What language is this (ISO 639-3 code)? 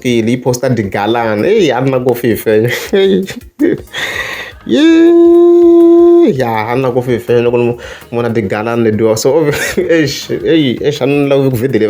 tso